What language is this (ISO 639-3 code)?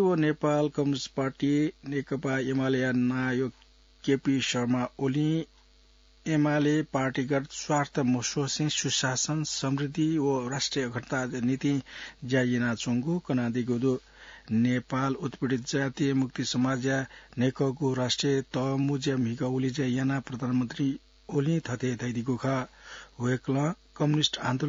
new